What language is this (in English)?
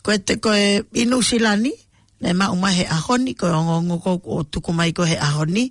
Tongan